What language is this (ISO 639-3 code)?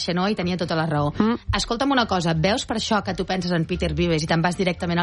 cat